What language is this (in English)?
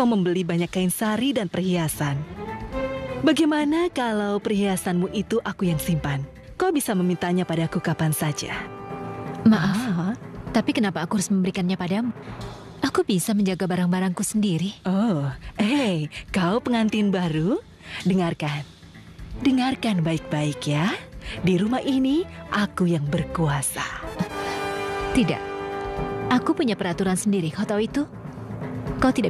Indonesian